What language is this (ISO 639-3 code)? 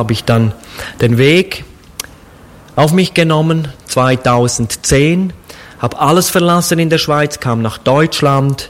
deu